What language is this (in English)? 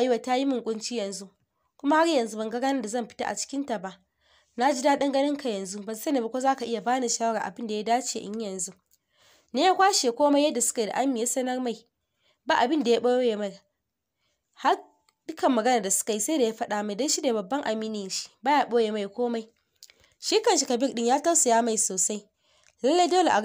Hausa